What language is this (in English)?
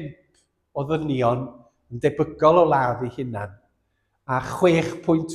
Welsh